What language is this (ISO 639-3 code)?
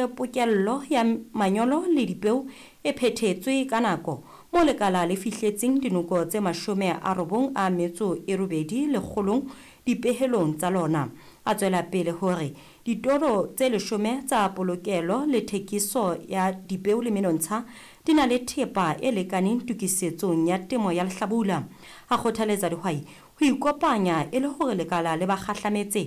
sot